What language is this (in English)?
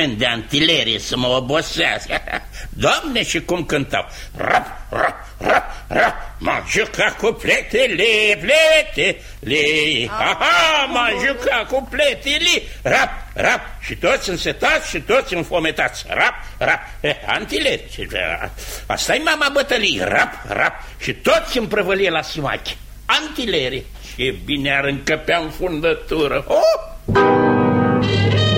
Romanian